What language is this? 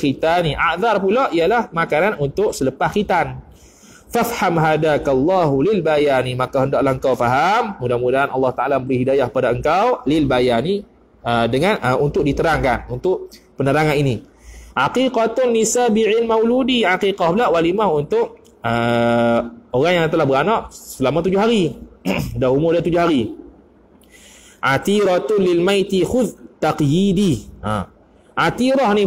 Malay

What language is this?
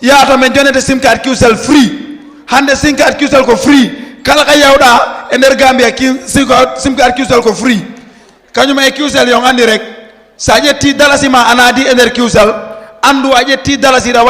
Fula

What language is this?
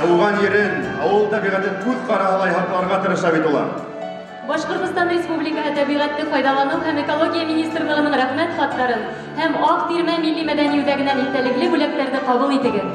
Bashkir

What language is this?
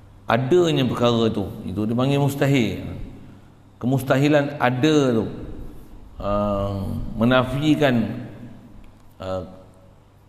Malay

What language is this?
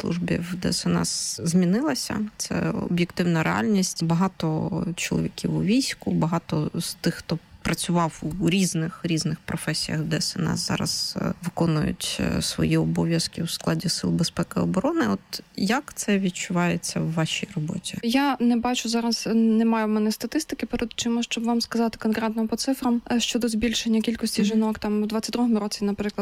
Ukrainian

